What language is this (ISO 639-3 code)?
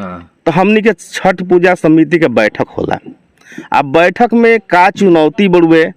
bho